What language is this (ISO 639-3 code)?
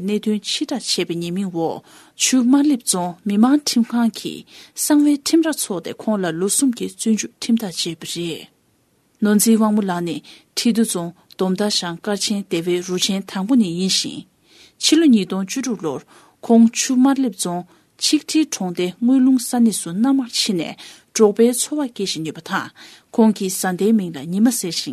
bod